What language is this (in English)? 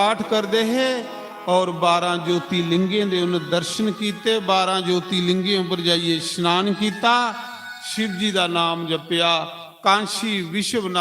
Dogri